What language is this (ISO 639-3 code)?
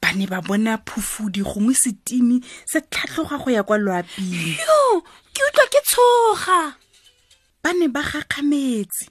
tsn